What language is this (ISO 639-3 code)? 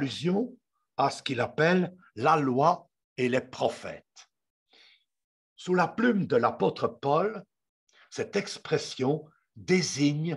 fra